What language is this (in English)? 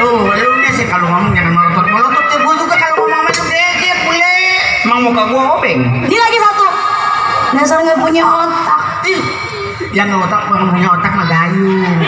Betawi